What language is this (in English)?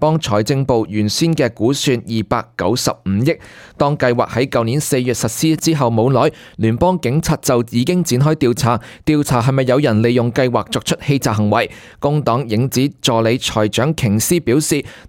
Cantonese